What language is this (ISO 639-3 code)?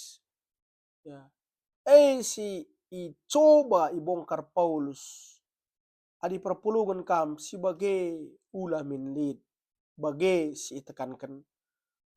btx